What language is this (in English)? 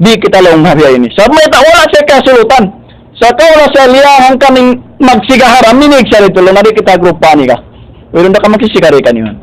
Tausug